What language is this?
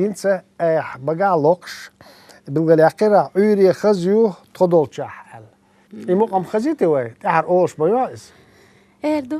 Chechen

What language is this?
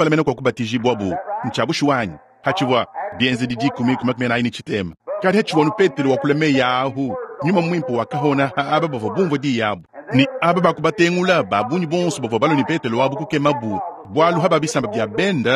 Luba-Lulua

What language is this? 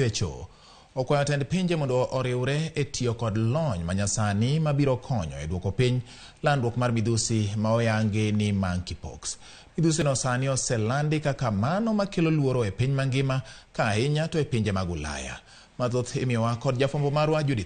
Luo (Kenya and Tanzania)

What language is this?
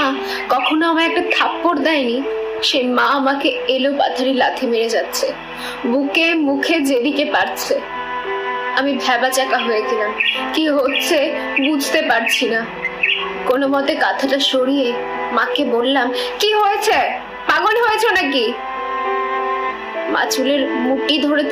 Bangla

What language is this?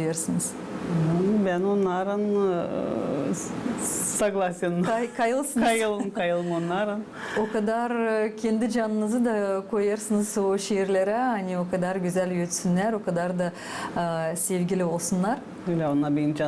Gagauz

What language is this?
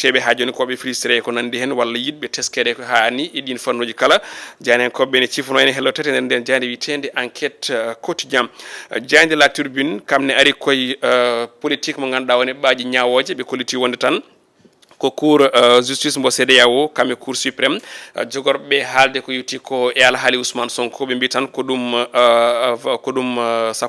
Fula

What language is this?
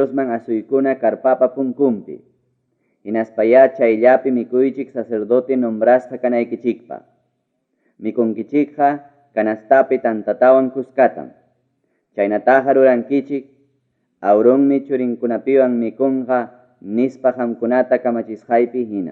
Ayacucho Quechua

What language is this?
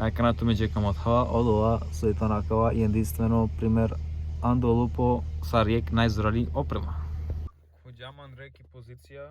Romany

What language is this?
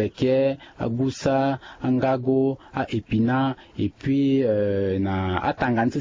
Sango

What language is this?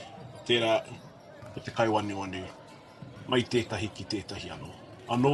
Māori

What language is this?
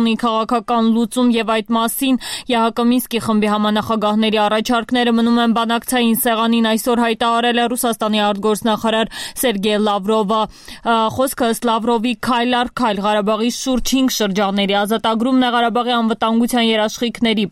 Armenian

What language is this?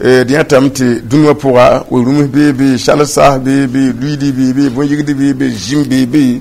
Mossi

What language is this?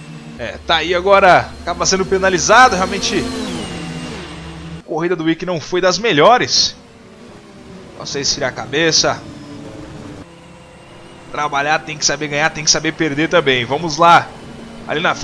Portuguese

